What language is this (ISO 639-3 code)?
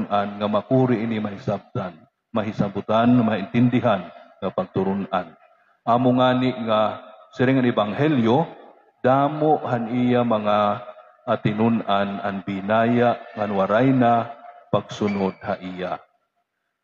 war